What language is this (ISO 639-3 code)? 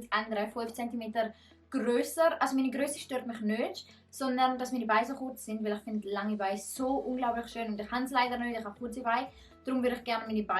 gsw